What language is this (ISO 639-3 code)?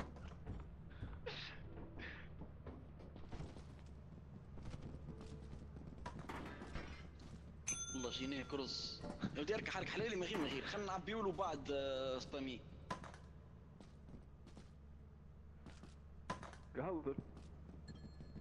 aeb